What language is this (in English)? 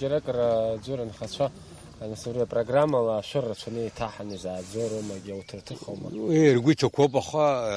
Abkhazian